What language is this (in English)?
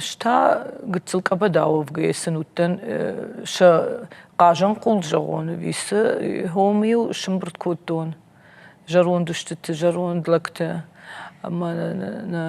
Ossetic